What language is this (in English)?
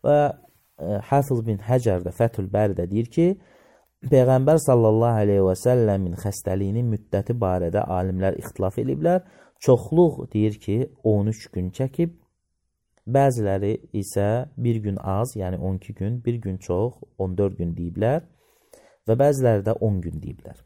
Azerbaijani